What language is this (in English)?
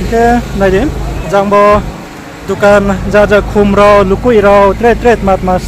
Riang (India)